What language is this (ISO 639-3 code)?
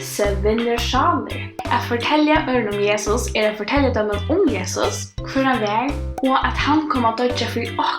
fao